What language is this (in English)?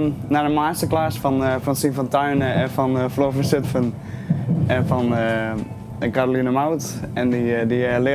Western Frisian